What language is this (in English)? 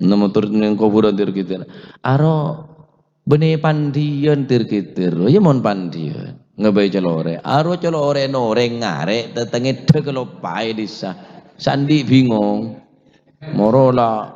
Madurese